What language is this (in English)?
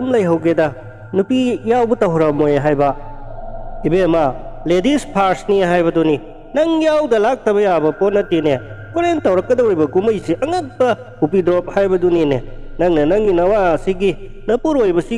Manipuri